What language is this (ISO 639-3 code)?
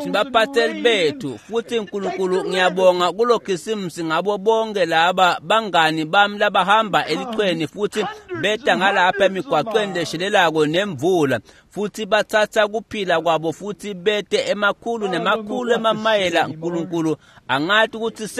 ssw